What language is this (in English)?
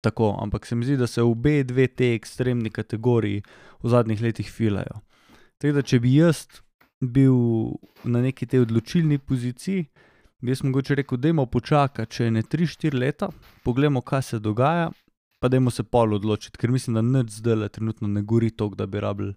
Slovenian